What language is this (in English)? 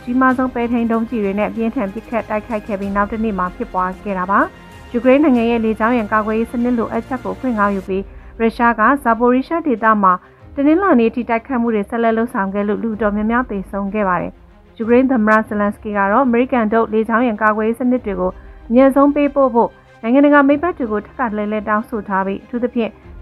Burmese